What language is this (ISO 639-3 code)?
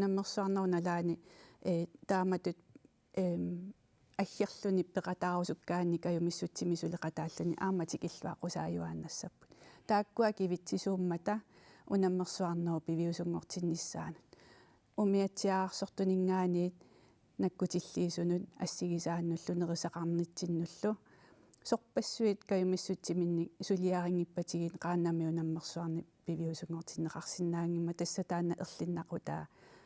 kal